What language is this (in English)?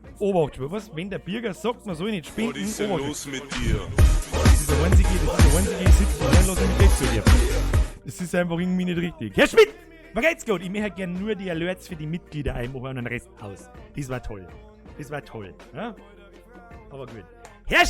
Bavarian